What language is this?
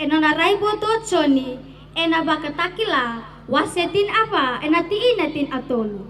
Fijian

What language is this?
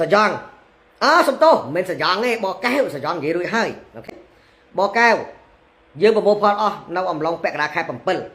Khmer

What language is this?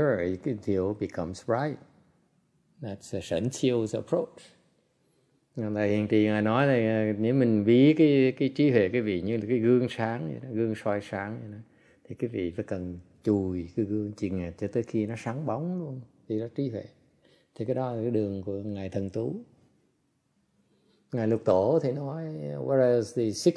Vietnamese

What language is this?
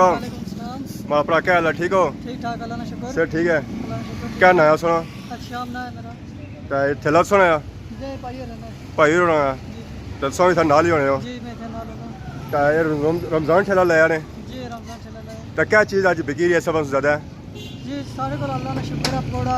Pahari-Potwari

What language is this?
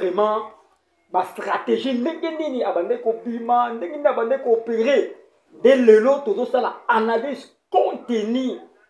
Lingala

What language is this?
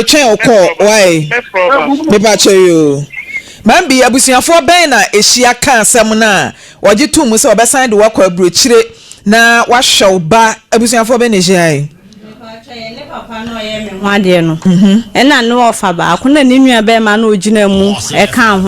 Akan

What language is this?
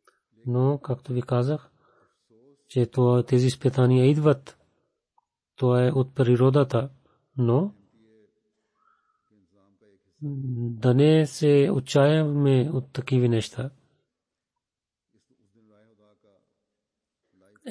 Bulgarian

